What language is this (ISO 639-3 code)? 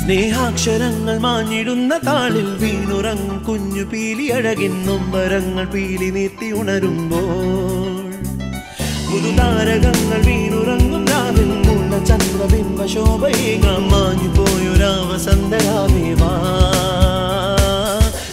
mal